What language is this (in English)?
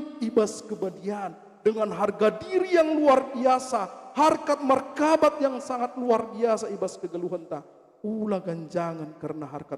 Batak Karo